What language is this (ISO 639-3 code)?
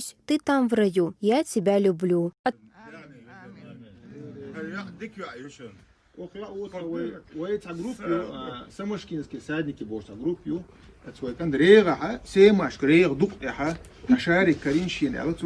che